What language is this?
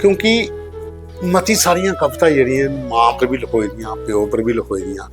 Dogri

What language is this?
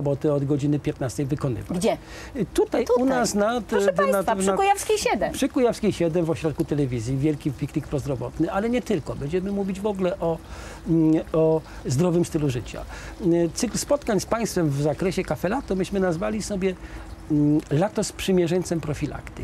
Polish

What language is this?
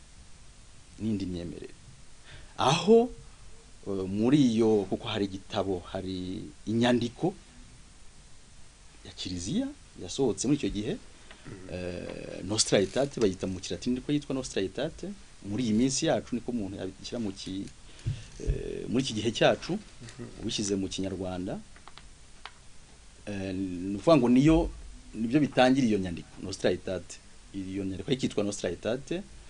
Kinyarwanda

